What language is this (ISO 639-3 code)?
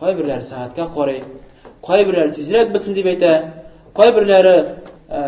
tat